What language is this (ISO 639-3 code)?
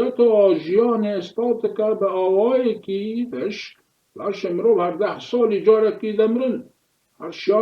kur